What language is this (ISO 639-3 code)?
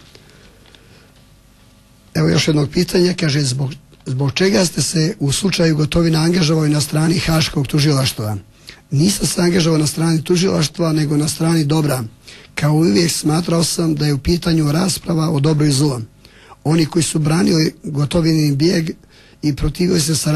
srp